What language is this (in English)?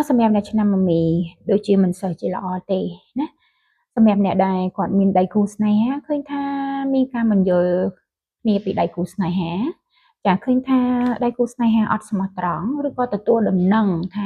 Khmer